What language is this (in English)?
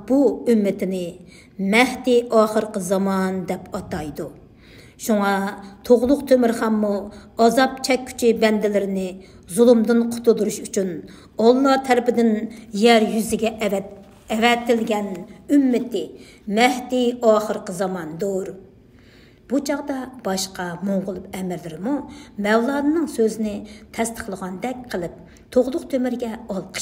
Uyghur